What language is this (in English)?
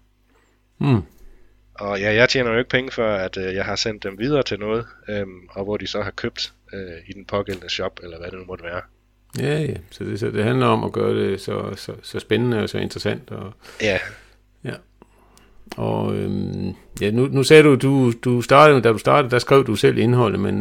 Danish